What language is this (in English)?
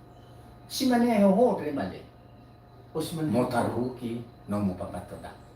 Nias